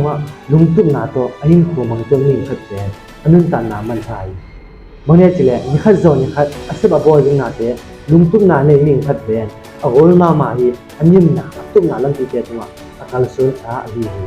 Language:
Tedim Chin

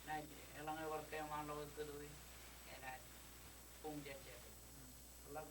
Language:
Marshallese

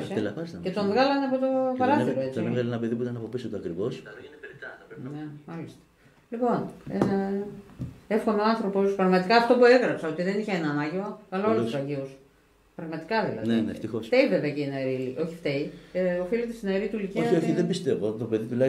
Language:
Greek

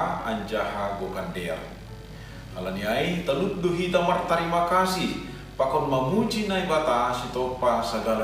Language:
Batak Simalungun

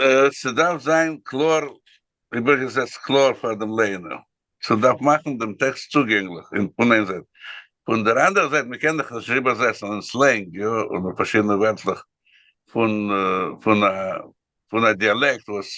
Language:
Yiddish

